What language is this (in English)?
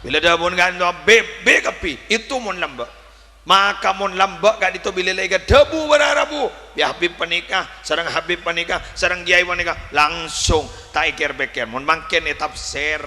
Madurese